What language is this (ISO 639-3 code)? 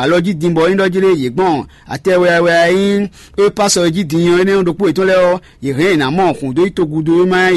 fon